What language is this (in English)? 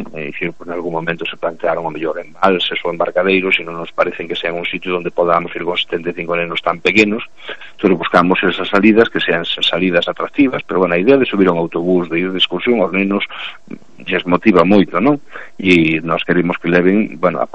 Galician